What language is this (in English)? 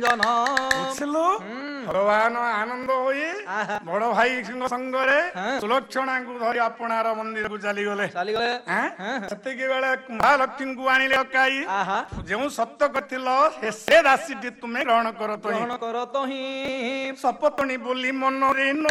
Odia